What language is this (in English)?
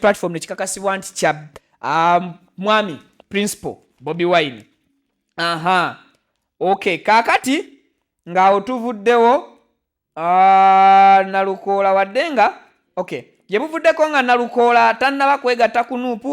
Ganda